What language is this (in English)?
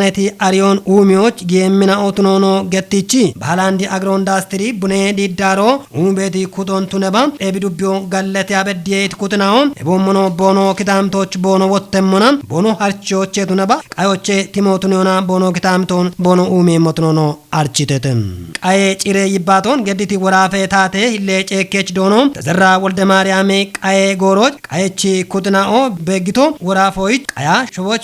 Kafa